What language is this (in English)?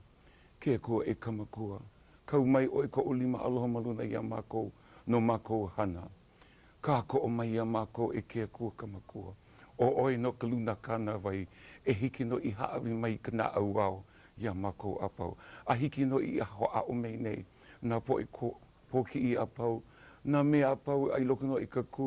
Hawaiian